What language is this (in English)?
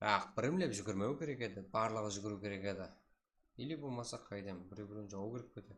Kara-Kalpak